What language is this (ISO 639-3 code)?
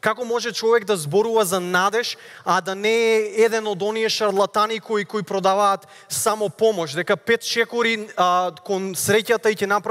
mkd